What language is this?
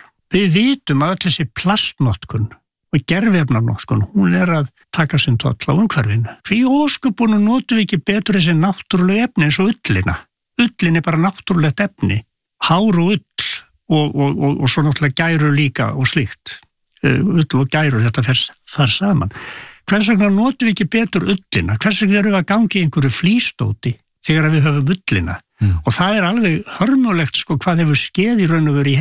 Icelandic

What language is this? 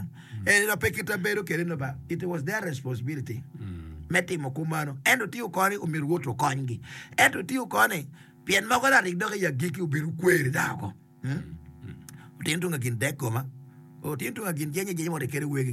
Acoli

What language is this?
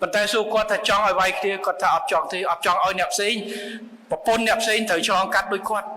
Khmer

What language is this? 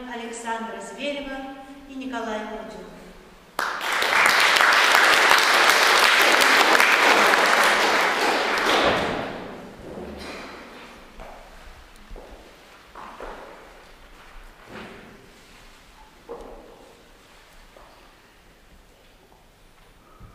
Russian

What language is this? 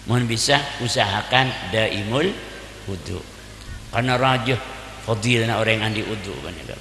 Madurese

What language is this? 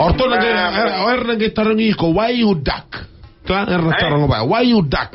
Fijian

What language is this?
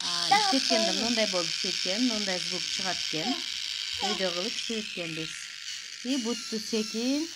Kyrgyz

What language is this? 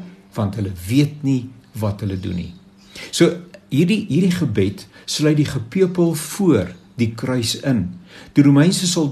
Afrikaans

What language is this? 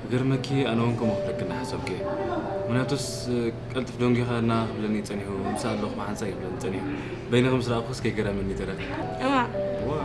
Tigrinya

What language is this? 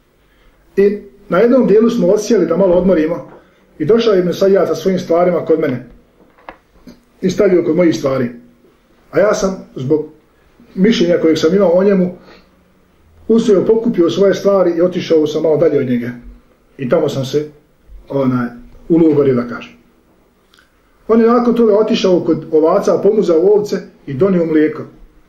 Bosnian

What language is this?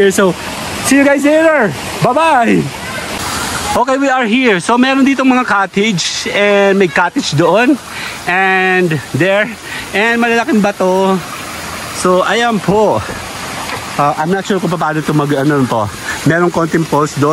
Filipino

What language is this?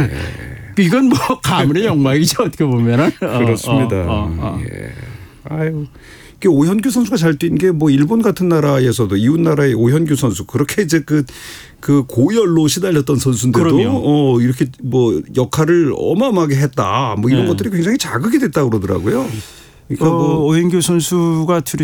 Korean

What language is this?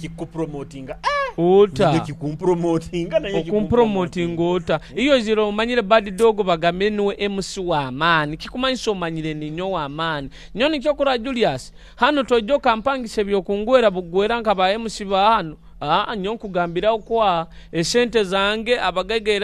Nyoro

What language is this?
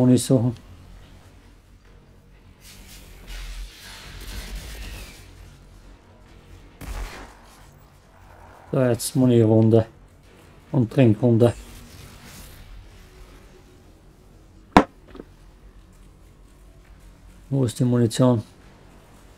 German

